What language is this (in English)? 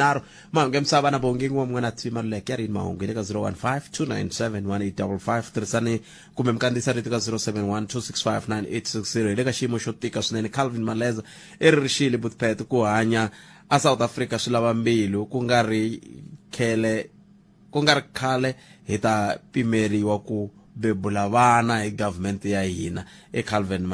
Tsonga